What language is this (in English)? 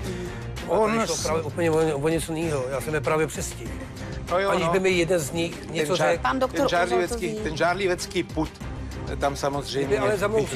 Czech